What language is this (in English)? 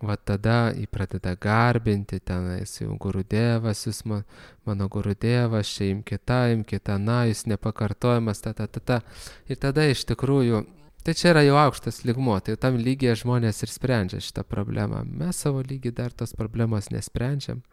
Lithuanian